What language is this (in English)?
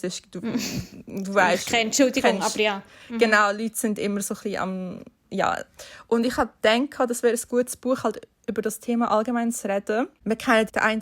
Swiss German